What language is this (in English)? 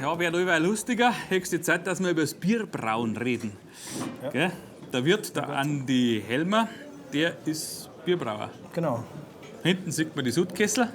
Bavarian